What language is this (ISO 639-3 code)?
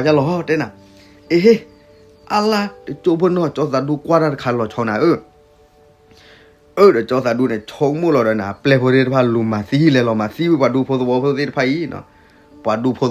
ksw